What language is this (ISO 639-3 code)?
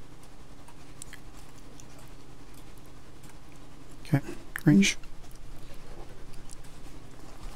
eng